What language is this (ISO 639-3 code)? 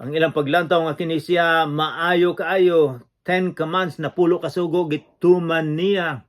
ceb